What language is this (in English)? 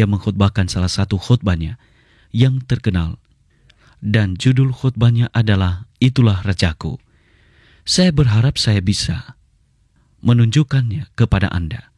Indonesian